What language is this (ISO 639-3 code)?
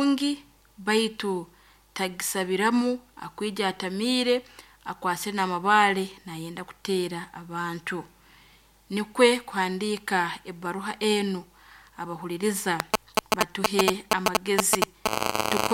nyn